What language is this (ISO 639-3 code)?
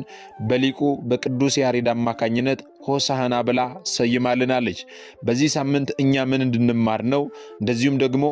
amh